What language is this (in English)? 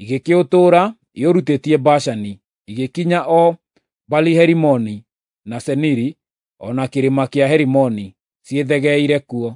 Kikuyu